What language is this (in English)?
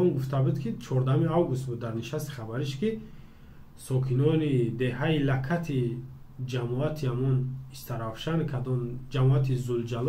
Tajik